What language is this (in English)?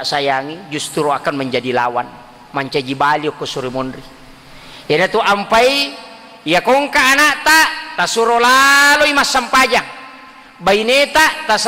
Buginese